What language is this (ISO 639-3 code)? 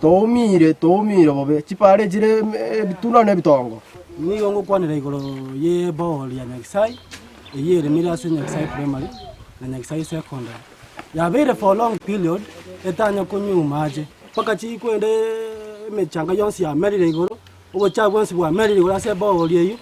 guz